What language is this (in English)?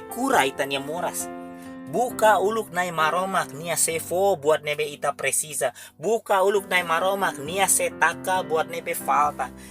Tetum